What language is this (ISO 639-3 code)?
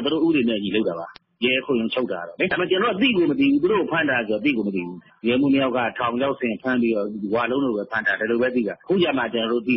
mya